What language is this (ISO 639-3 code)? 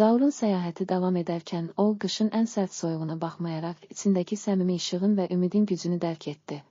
aze